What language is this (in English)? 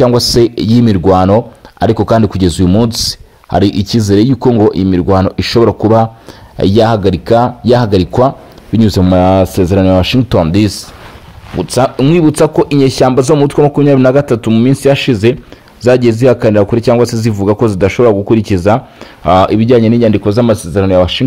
Kinyarwanda